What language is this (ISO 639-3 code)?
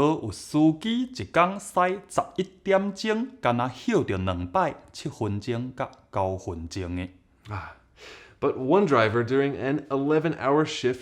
nan